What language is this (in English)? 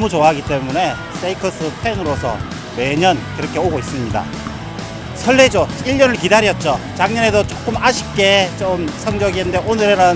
Korean